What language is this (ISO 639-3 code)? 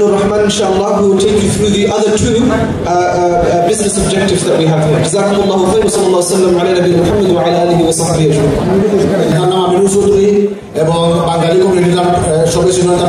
syl